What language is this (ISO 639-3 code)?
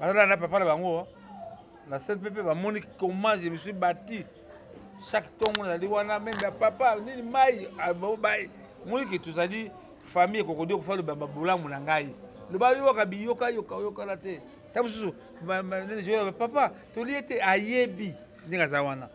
lin